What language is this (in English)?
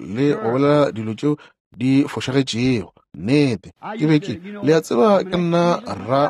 Northern Sotho